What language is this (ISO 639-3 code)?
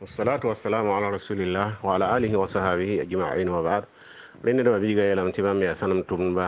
mos